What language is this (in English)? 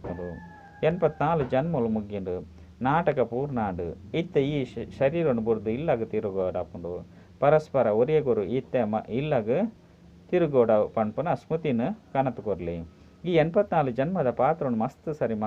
Tulu